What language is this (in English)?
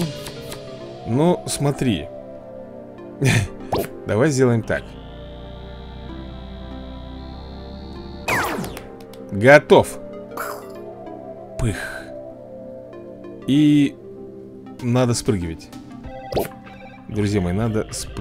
Russian